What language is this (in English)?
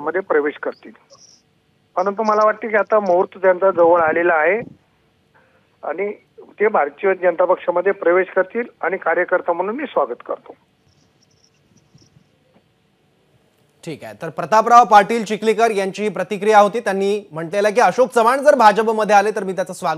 Marathi